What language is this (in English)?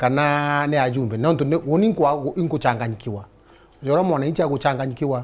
Meru